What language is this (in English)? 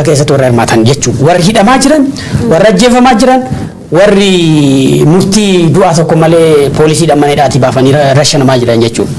Oromo